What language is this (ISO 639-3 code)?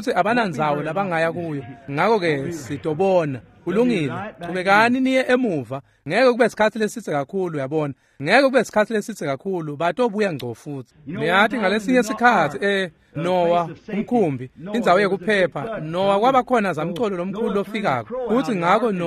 ssw